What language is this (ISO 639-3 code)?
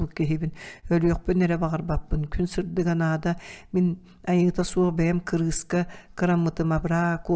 sah